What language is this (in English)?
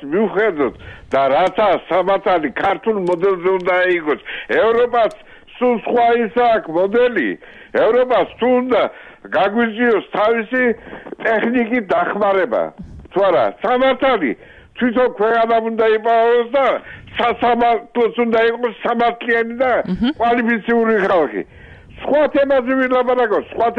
Georgian